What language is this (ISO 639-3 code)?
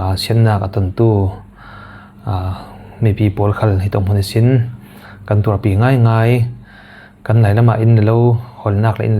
cfm